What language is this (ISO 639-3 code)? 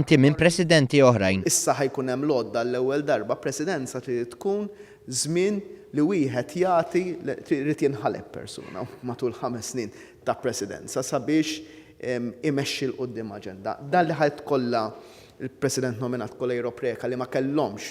mlt